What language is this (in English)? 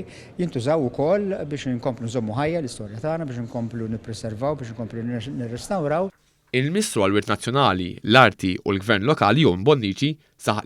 Maltese